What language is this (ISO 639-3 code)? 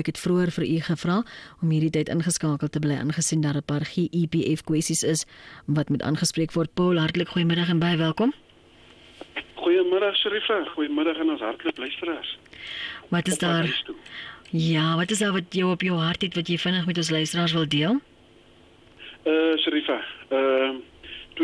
afr